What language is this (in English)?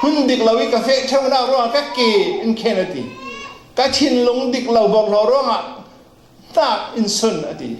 Falam Chin